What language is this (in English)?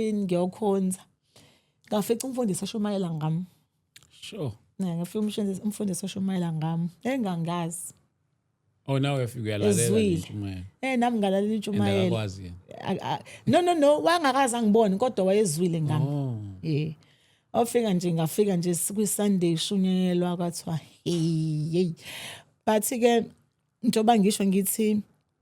Zulu